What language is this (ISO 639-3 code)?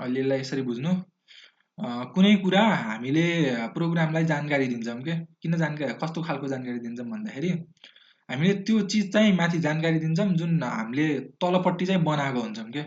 nep